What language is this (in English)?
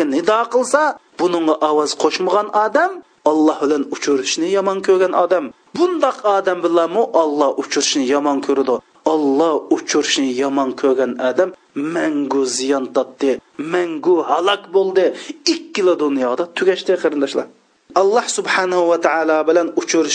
Uyghur